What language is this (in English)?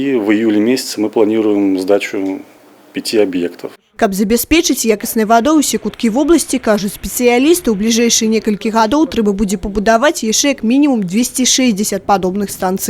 Belarusian